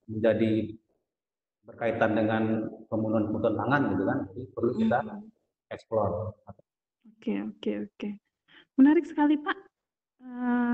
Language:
Indonesian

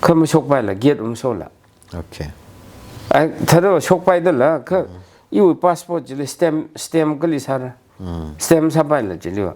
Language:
Tangkhul Naga (India)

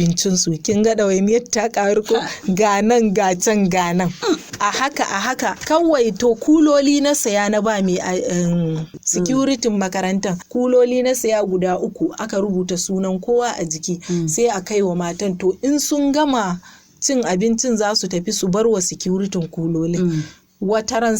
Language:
Hausa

